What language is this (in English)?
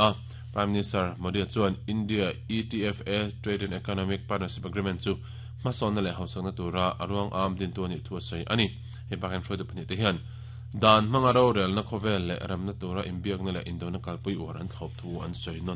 Mizo